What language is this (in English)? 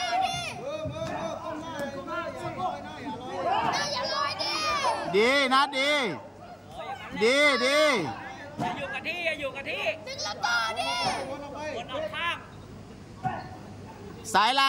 Thai